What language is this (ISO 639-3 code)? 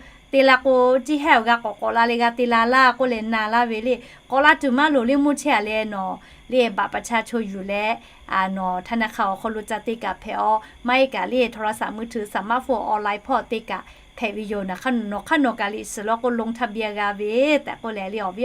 lhu